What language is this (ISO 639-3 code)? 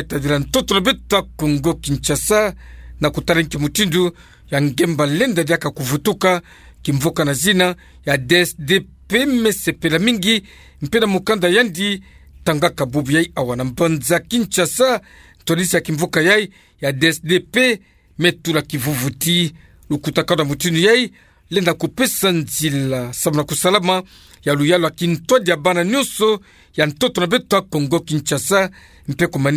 ktu